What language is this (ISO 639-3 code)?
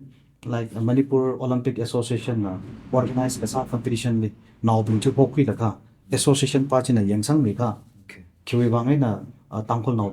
nmf